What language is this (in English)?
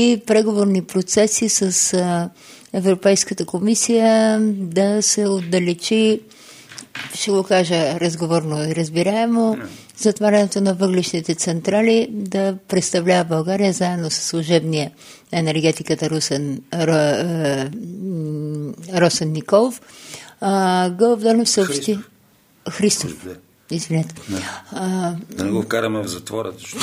Bulgarian